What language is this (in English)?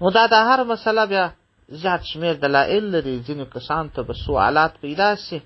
Pashto